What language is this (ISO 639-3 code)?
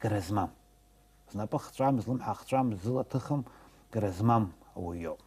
abk